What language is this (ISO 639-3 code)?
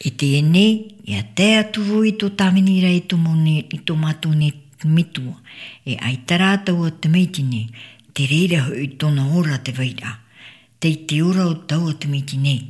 tah